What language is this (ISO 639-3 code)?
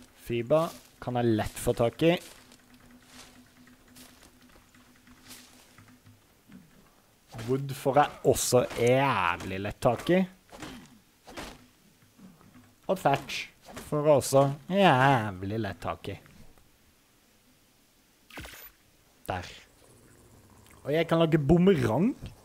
nor